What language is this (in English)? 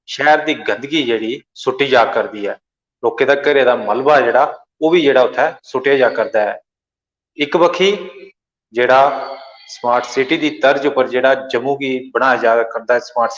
Dogri